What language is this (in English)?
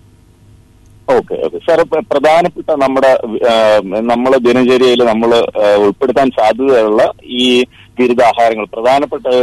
Malayalam